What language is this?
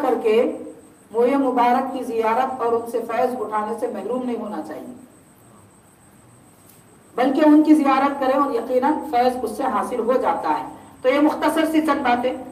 Urdu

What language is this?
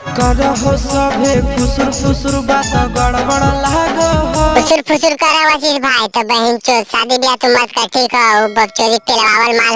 Magahi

